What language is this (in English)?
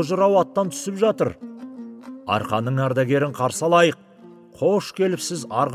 Kazakh